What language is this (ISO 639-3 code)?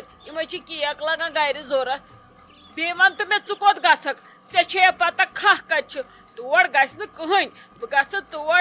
kas